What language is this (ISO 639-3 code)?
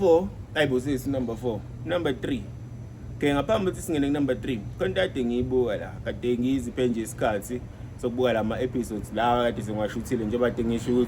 zul